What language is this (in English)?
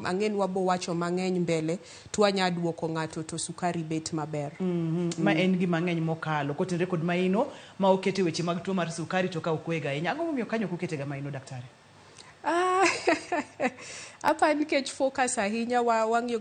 Luo (Kenya and Tanzania)